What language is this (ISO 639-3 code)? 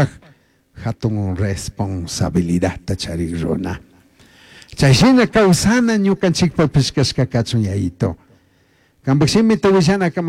qug